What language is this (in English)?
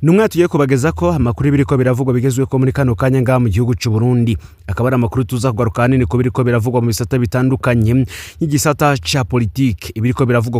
Rundi